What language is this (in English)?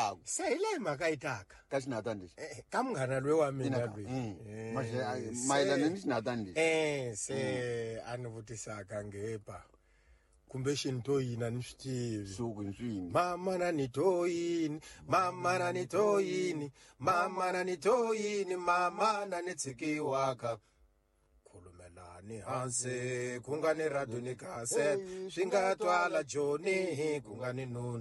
Tsonga